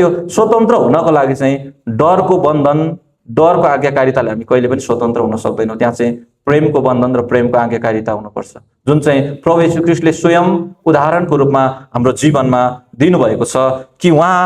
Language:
Nepali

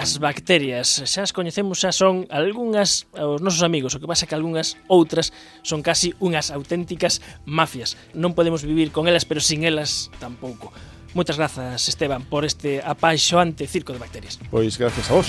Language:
Galician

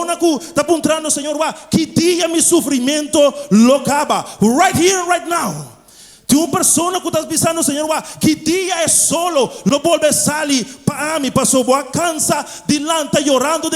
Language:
Papiamento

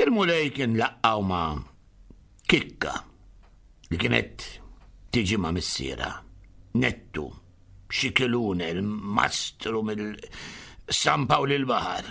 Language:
Maltese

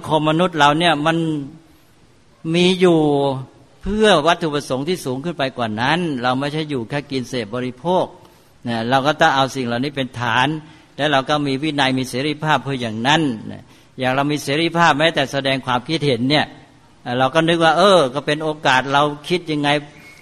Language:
Thai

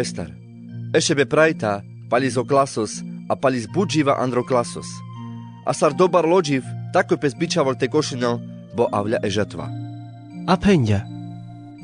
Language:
Carpathian Romani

